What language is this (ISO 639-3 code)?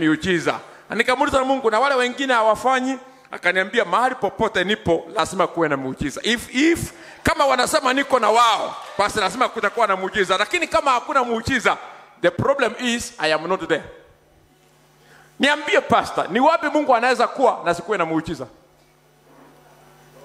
swa